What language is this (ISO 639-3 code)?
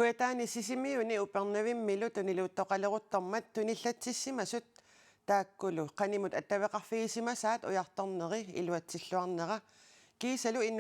kal